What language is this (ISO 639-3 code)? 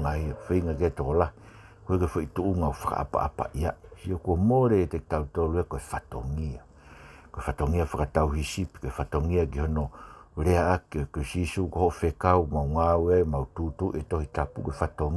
ton